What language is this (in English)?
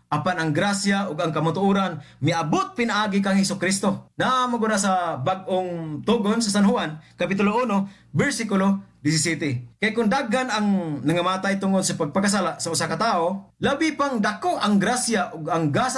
Cebuano